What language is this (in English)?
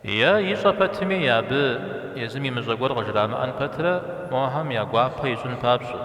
Kabardian